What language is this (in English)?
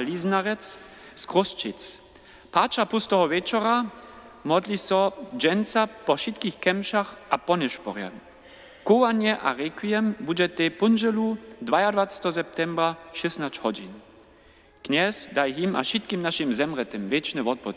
Upper Sorbian